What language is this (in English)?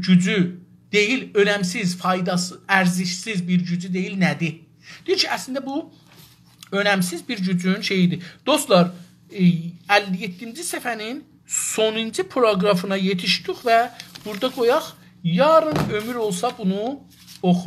South Azerbaijani